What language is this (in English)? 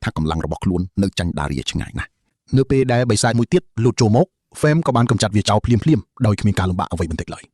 Khmer